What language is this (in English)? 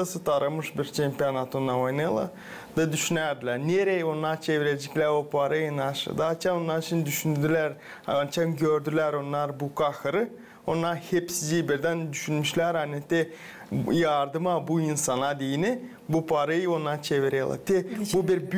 Gagauz